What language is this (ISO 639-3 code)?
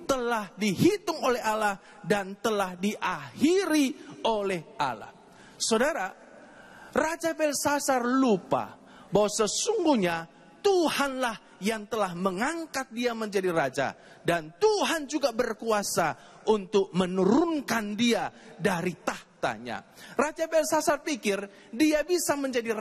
ind